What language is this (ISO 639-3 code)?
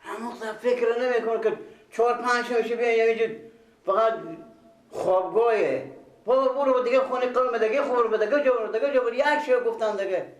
fas